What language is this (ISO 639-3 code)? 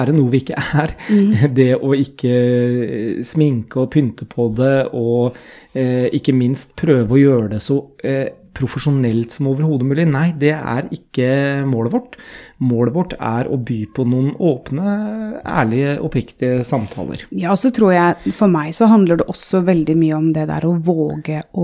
nor